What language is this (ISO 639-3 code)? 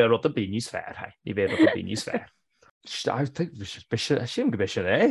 gle